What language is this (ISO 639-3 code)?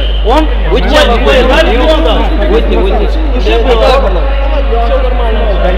ron